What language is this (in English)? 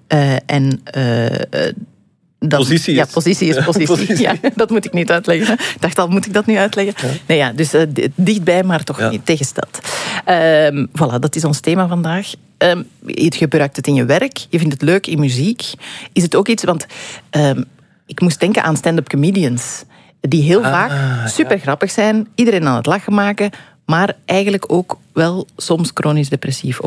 Dutch